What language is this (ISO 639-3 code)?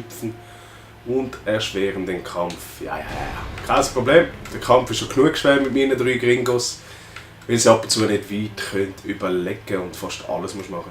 gsw